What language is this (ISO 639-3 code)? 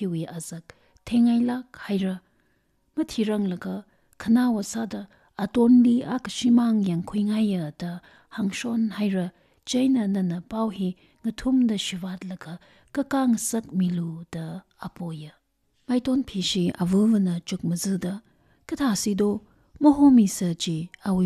nmf